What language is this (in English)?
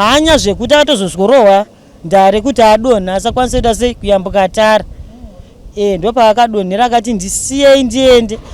Shona